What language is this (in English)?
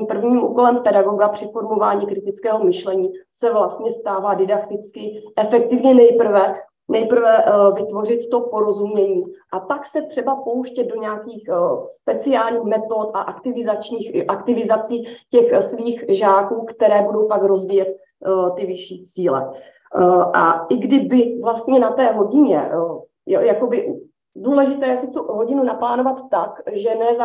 Czech